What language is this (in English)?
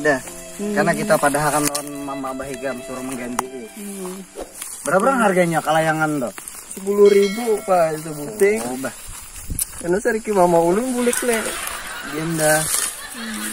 Banjar